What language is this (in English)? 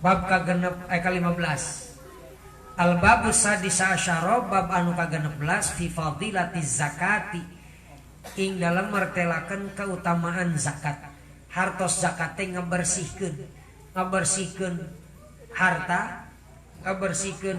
Sundanese